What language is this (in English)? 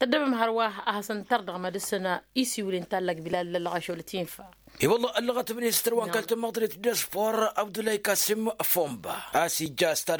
Tamasheq